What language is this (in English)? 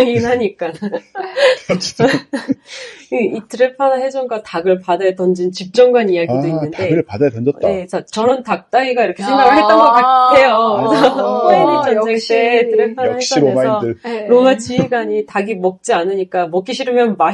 Korean